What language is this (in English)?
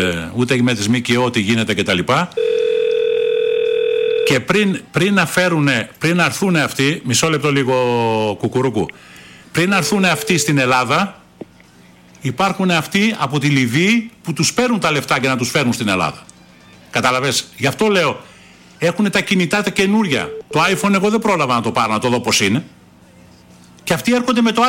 Greek